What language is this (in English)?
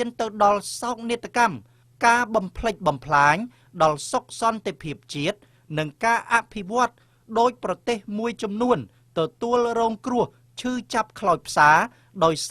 Khmer